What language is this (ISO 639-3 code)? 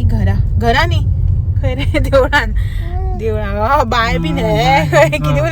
kok